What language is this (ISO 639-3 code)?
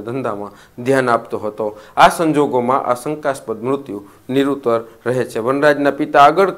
guj